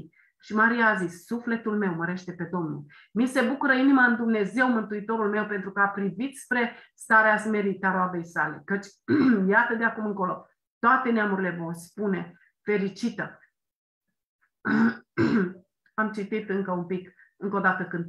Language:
Romanian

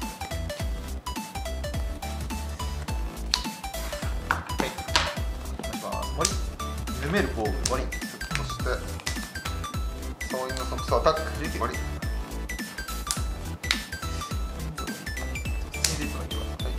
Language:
Japanese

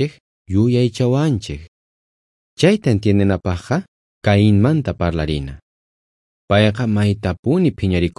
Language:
South Bolivian Quechua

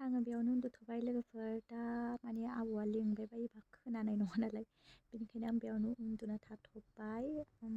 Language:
Bodo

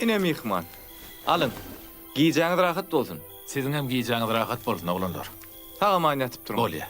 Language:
Turkmen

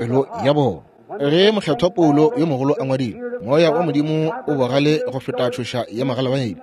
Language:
Northern Sotho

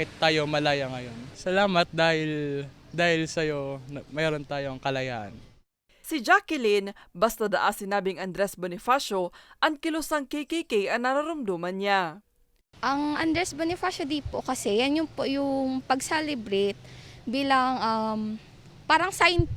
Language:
Bikol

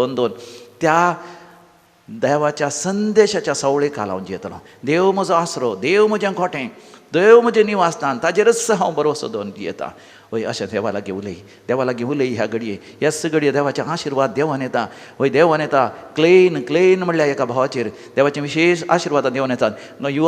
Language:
Konkani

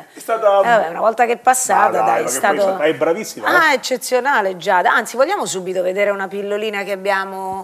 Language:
Italian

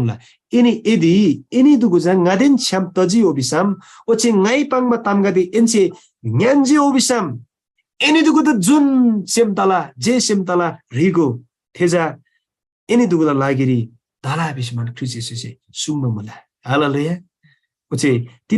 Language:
Eastern Tamang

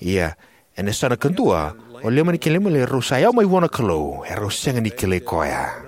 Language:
Fijian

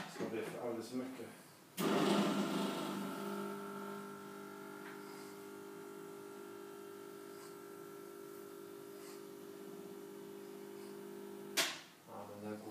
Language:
Swedish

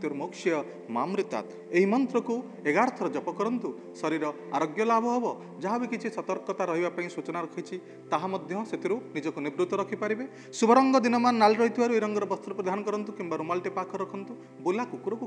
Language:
Odia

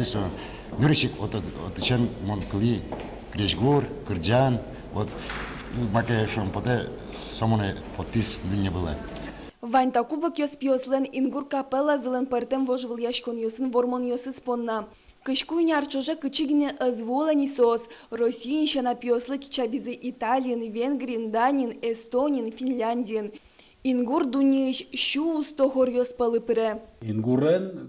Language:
Udmurt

